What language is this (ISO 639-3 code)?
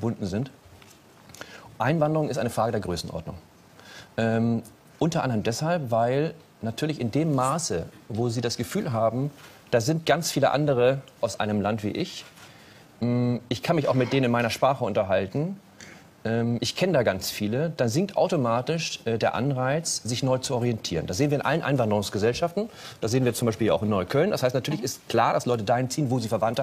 deu